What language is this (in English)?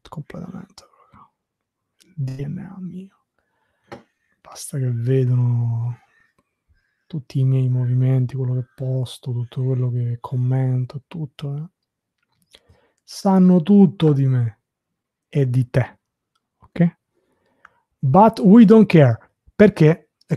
Italian